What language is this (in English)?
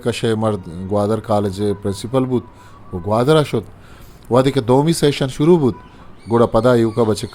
Eastern Balochi